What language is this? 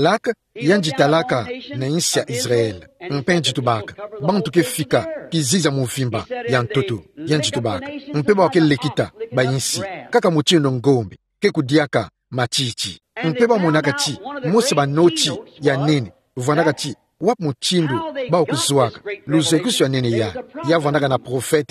Kituba (Democratic Republic of Congo)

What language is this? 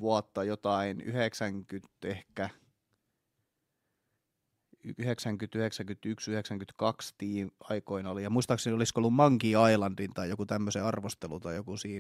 Finnish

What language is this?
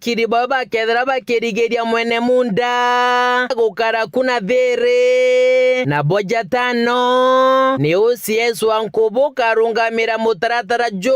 Meru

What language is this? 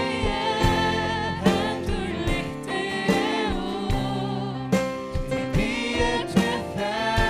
Faroese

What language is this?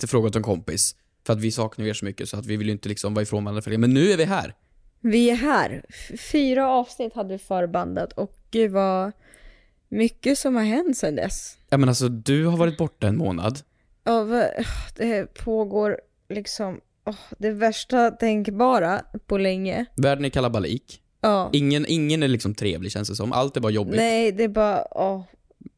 Swedish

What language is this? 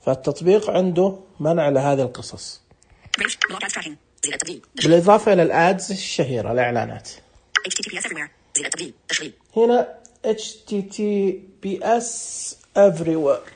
Najdi Arabic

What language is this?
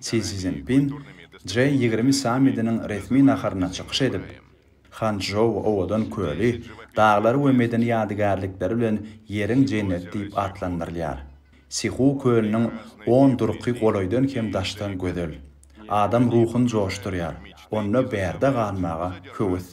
Turkmen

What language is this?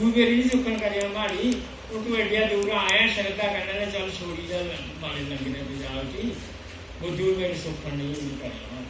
Dogri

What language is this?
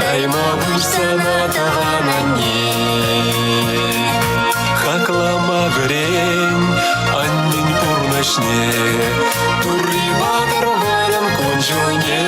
Chuvash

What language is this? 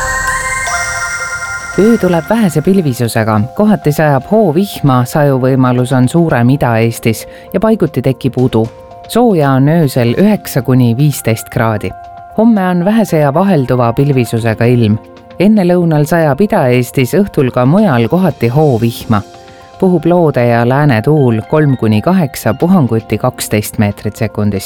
Estonian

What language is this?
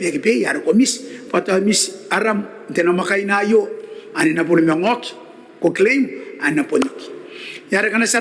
Gilbertese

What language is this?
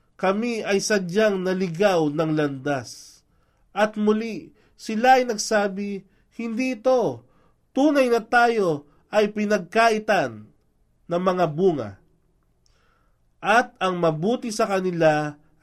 Filipino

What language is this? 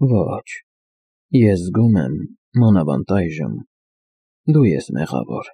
Armenian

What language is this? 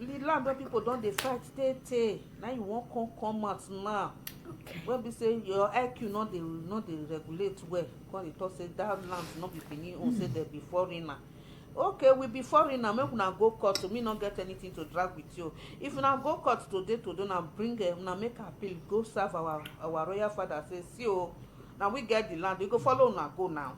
Nigerian Pidgin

